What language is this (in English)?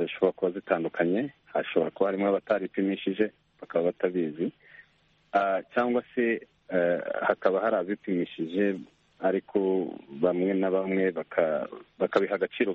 Kinyarwanda